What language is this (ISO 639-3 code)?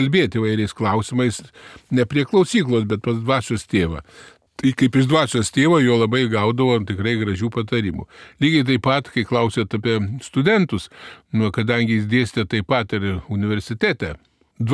lit